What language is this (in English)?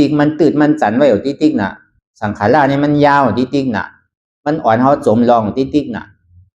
Shan